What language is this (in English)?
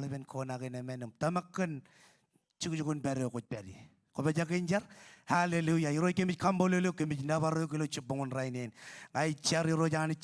Marshallese